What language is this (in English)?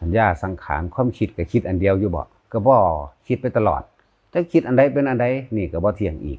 Lao